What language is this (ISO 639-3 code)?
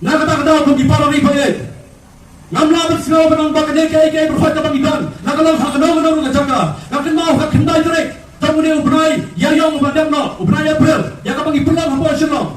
kha